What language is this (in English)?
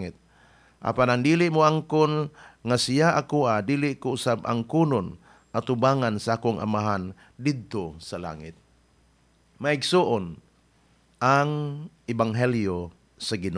Cebuano